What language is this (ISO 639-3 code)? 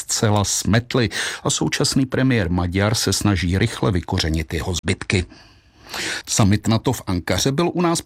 ces